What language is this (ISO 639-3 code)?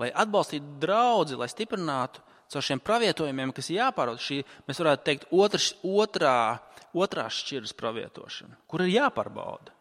lav